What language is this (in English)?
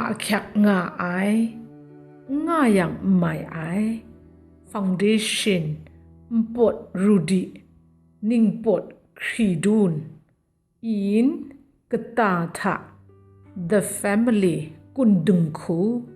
Kachin